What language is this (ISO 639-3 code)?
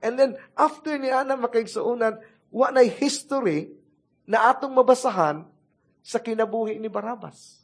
ceb